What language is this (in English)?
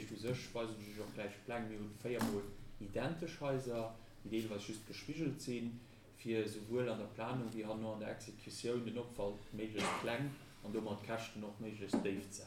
Luxembourgish